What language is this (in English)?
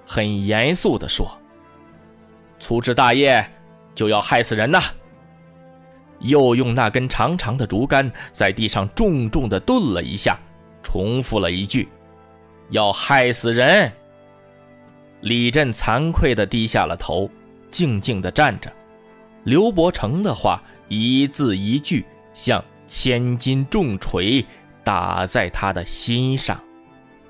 Chinese